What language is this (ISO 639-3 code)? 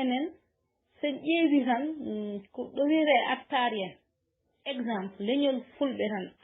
ful